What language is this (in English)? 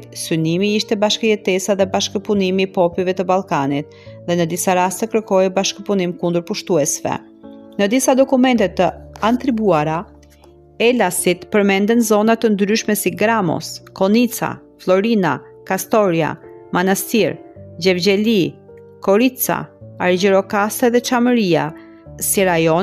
Albanian